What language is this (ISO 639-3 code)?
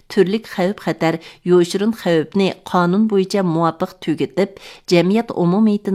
uig